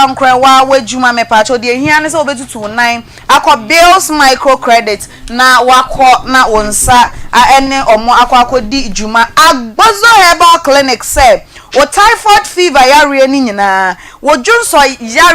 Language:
Akan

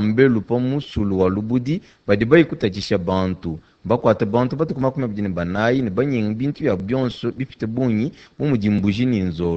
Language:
Luba-Lulua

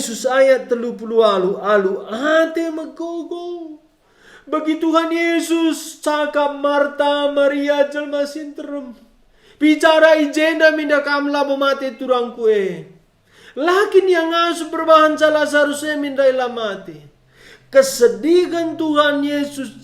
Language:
Batak Karo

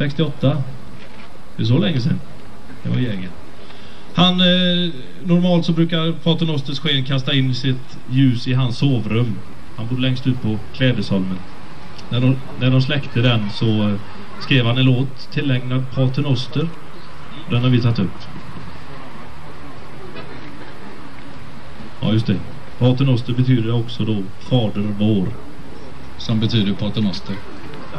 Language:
Swedish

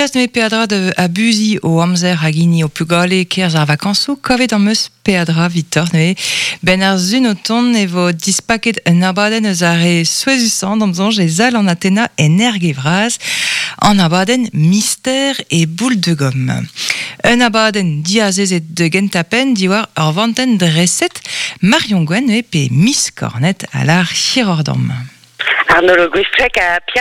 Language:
Breton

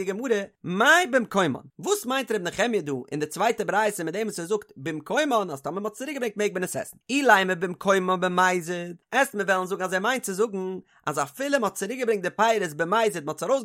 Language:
Yiddish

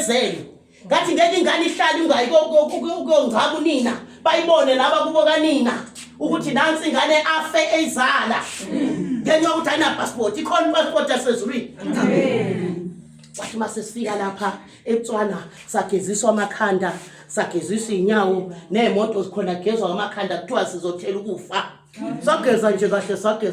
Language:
Zulu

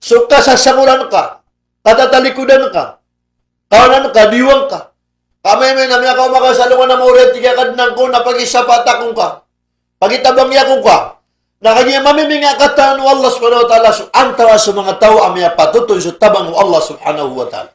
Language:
Maranao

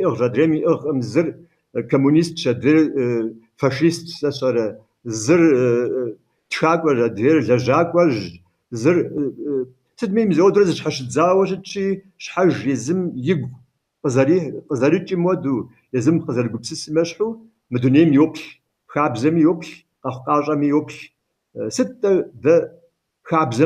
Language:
Kabardian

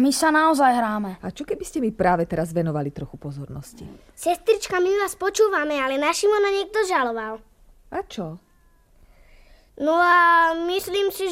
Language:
Slovak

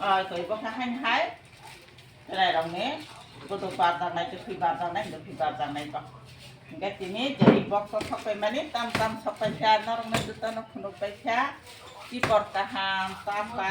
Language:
Kok Borok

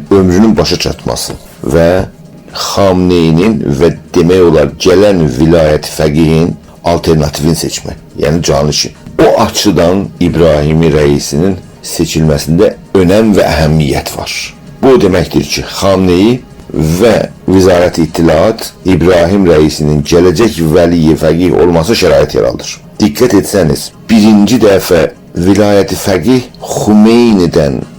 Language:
South Azerbaijani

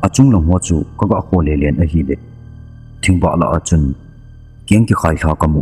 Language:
Thado Chin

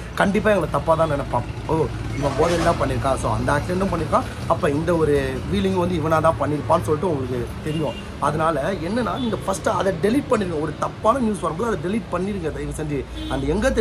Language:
Tamil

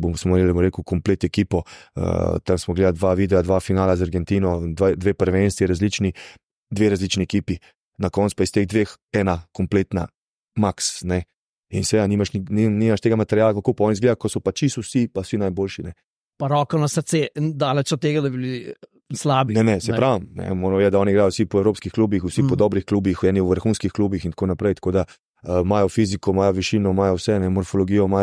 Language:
Slovenian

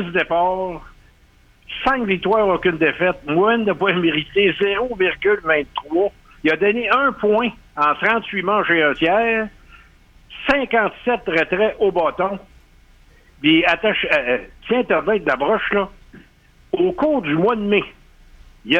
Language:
French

